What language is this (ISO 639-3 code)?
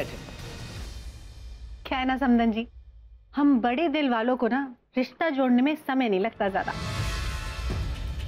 hin